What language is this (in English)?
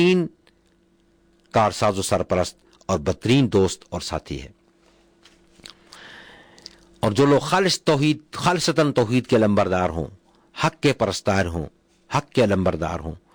Urdu